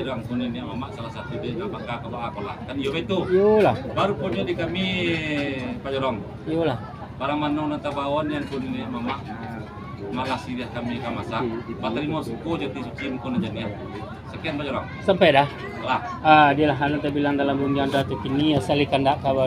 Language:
Minangkabau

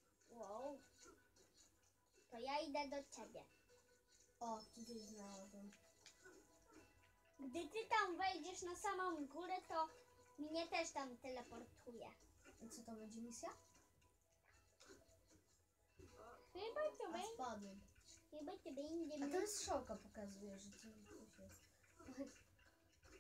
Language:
Polish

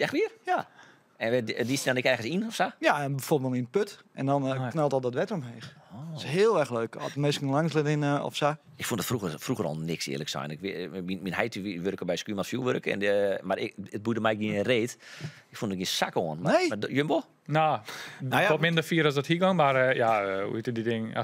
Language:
Western Frisian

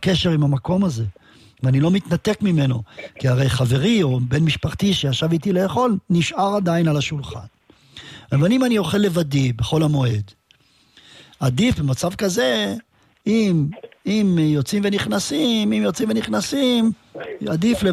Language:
Hebrew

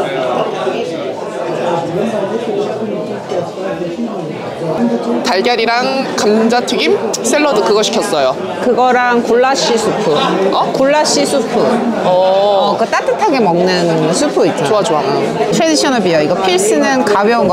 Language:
Korean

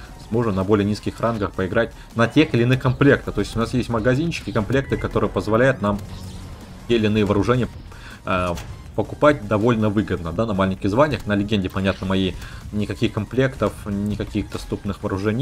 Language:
Russian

